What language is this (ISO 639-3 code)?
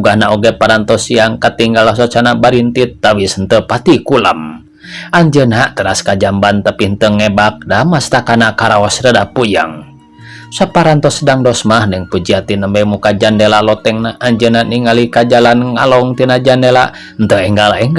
sun